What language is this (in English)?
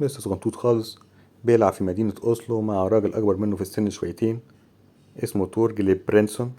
Egyptian Arabic